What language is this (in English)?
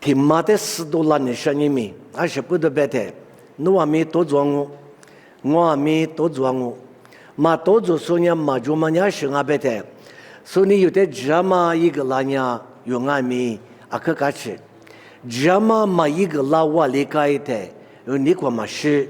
Lisu